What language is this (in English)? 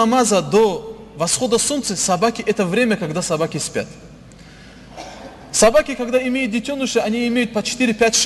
Russian